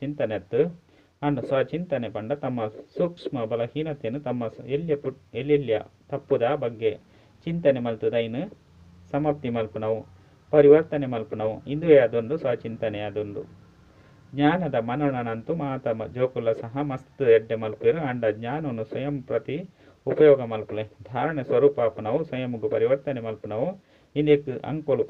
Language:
Tulu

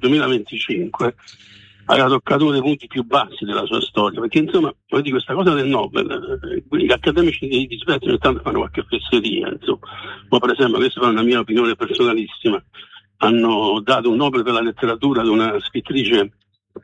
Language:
Italian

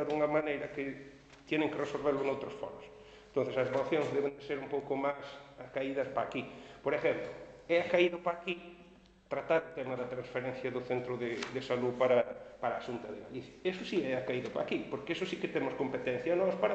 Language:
Galician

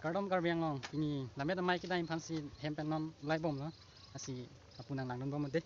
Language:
Karbi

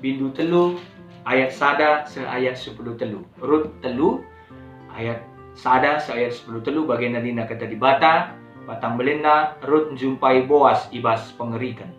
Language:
Batak Karo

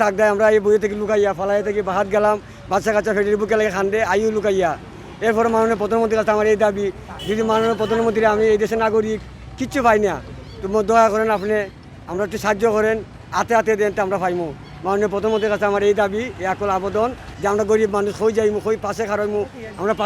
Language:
Sylheti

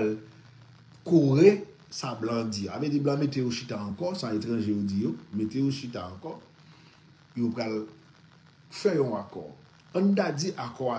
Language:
Haitian Creole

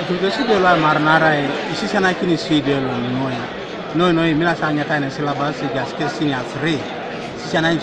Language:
Teso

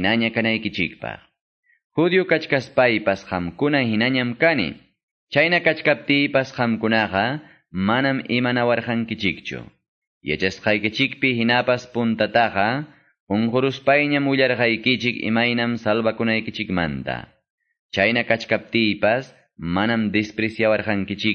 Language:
Quechua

